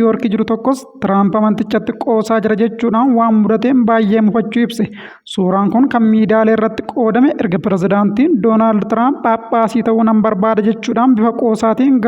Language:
Oromo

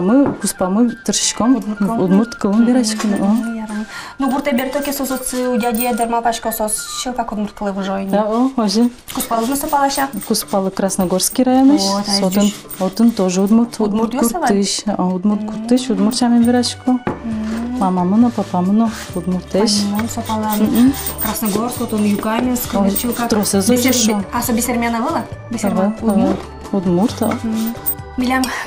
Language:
Udmurt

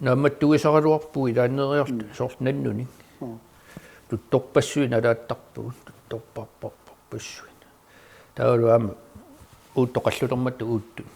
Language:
Kalaallisut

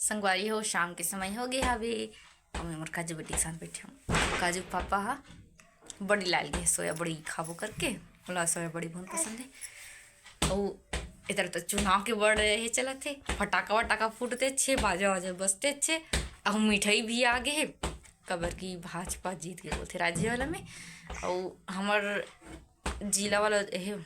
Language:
Chhattisgarhi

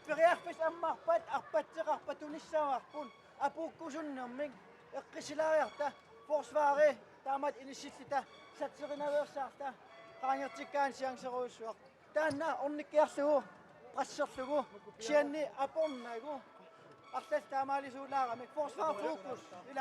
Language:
Kalaallisut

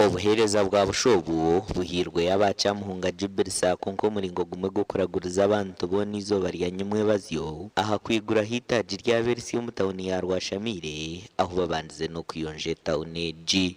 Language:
Nyankole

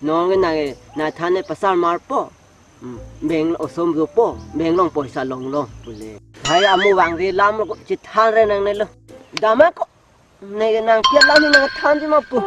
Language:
Karbi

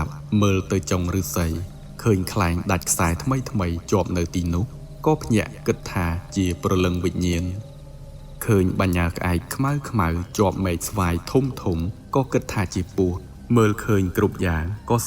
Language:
Khmer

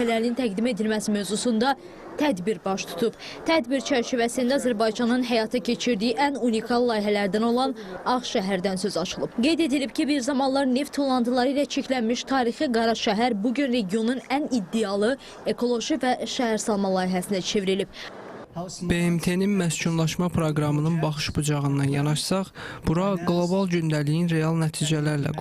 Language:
Azerbaijani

